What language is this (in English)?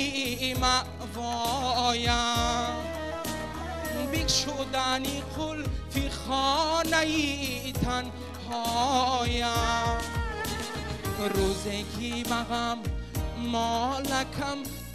Persian